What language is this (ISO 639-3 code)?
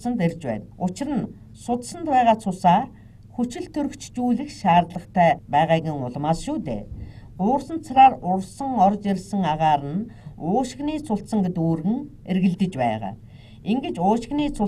mon